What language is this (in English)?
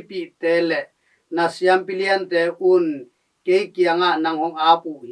Tedim Chin